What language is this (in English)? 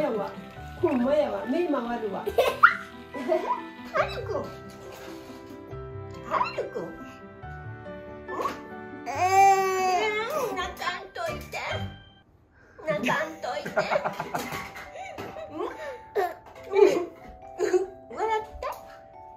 Japanese